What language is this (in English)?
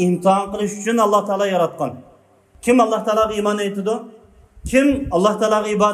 Uyghur